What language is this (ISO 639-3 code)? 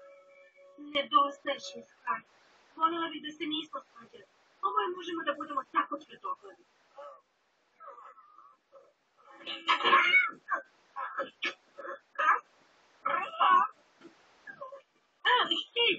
srp